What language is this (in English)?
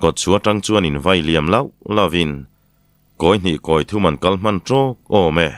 Mizo